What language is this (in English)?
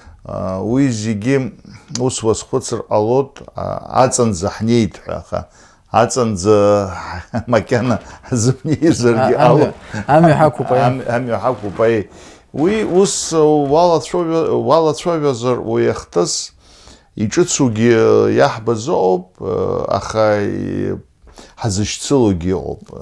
Abkhazian